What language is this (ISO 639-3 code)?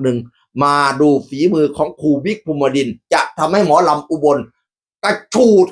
tts